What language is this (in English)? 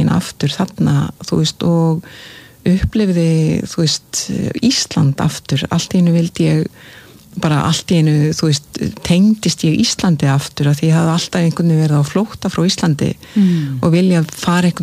Icelandic